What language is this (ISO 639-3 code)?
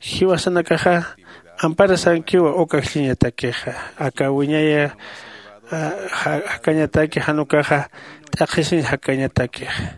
aym